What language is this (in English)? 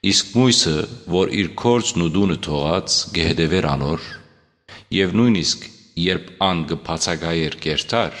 Western Armenian